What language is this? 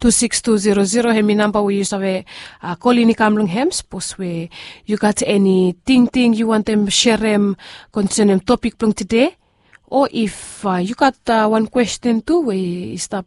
Bislama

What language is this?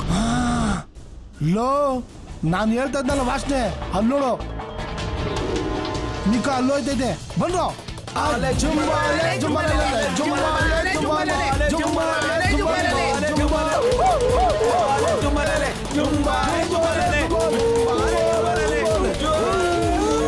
Kannada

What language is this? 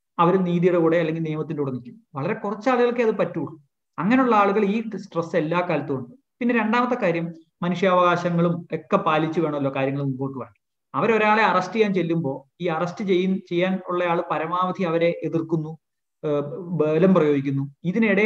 Malayalam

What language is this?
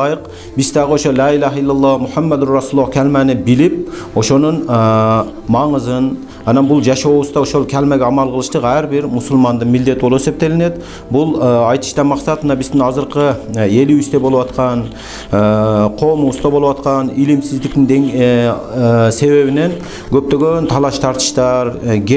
Kyrgyz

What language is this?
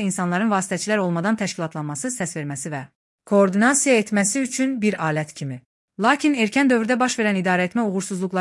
Azerbaijani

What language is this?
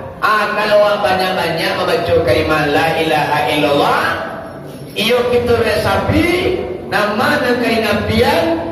Minangkabau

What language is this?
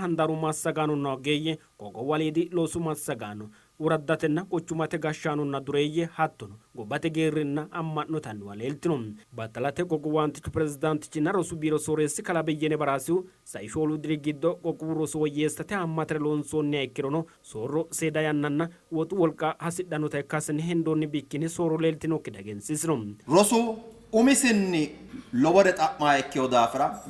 Sidamo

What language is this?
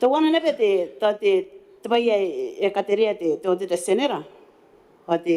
Gilbertese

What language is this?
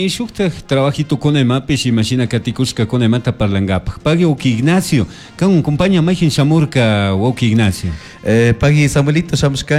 Chimborazo Highland Quichua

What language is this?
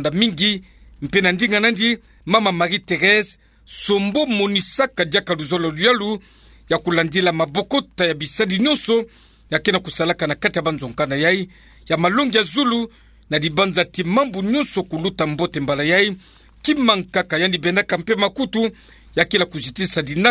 Kituba (Democratic Republic of Congo)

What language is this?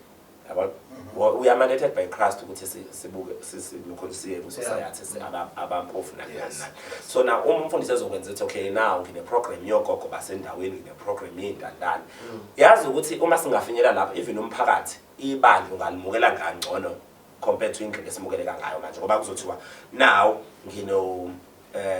Zulu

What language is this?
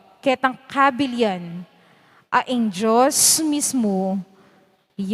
Pampanga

